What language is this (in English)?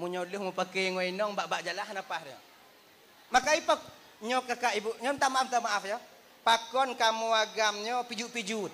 Achinese